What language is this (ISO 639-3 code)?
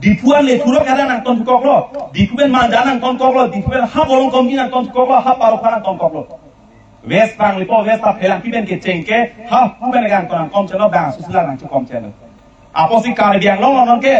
mjw